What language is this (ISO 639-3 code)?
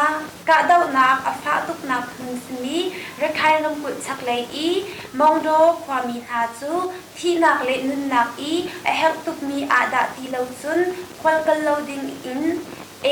cnh